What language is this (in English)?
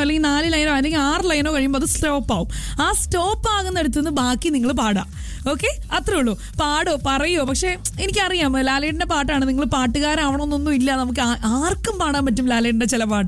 Malayalam